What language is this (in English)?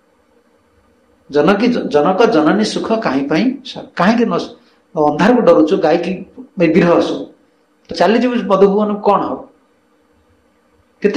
Odia